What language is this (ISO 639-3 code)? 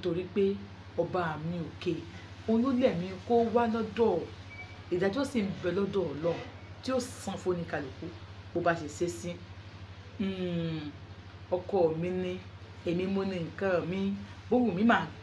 yor